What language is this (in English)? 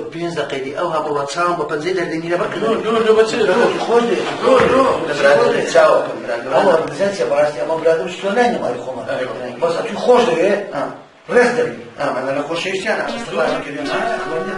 Kurdish